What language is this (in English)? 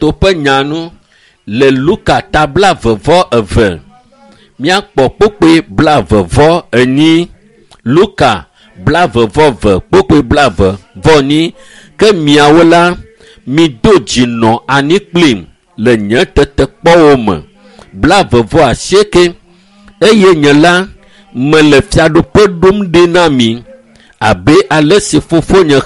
Ewe